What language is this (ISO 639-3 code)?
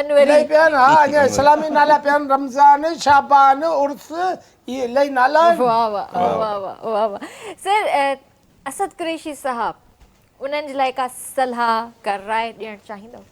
snd